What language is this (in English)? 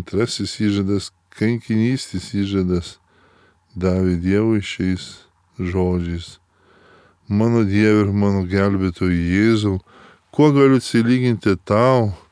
Lithuanian